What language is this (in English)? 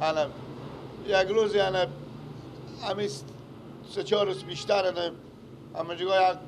Persian